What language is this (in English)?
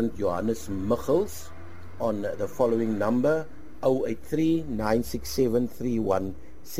Afrikaans